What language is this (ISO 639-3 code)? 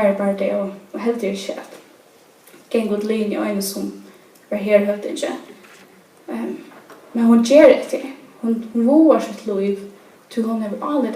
fao